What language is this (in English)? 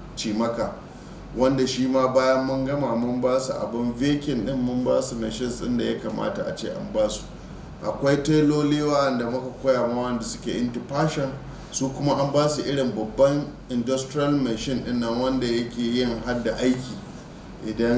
Hausa